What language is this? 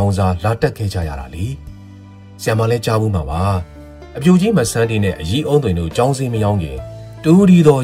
Burmese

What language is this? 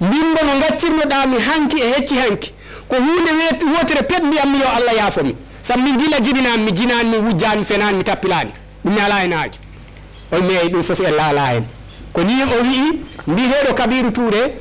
Fula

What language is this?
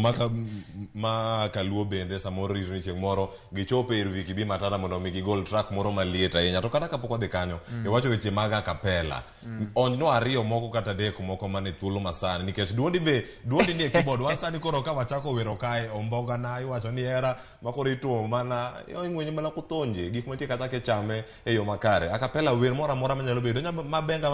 Luo (Kenya and Tanzania)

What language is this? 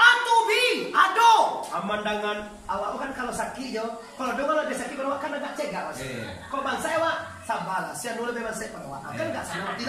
Minangkabau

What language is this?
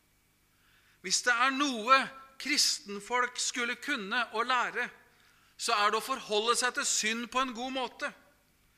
Norwegian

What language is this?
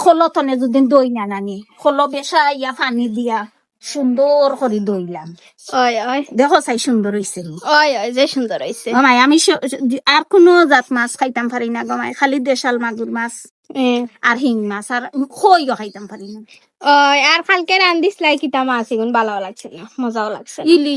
Sylheti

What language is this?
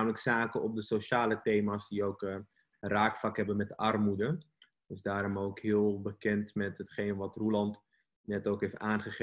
Dutch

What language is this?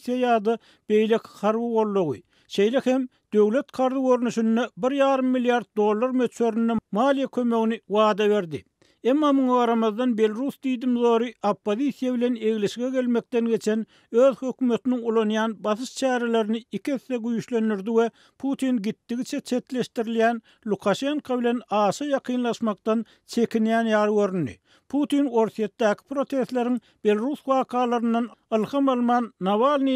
Turkmen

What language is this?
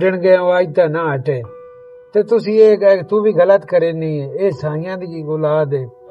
Western Panjabi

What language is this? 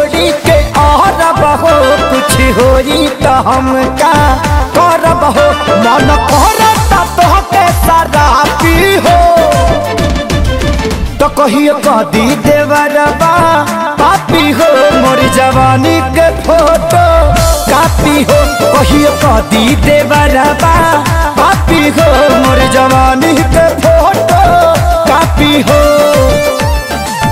Bhojpuri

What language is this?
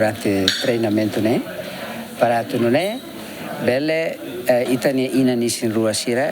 Tetum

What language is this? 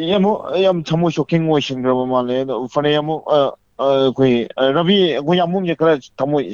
Manipuri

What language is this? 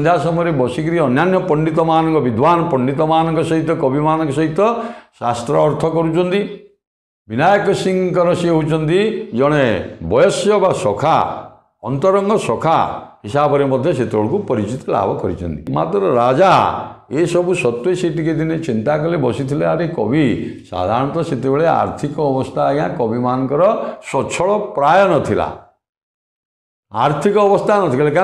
Odia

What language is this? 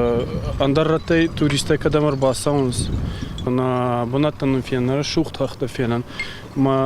Ossetic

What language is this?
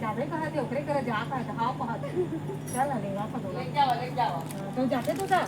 Chhattisgarhi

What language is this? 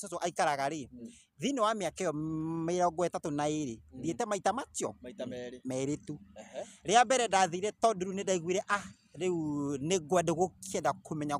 Kikuyu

